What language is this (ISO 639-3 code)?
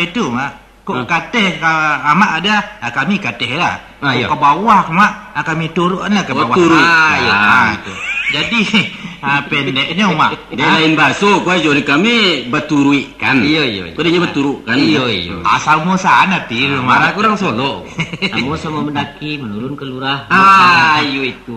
min